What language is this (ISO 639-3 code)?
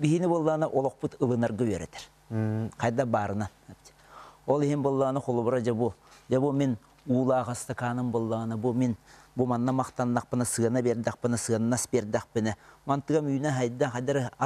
sah